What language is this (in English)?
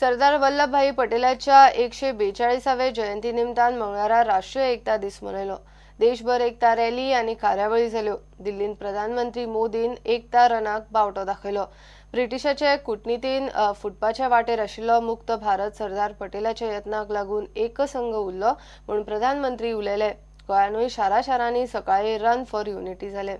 Konkani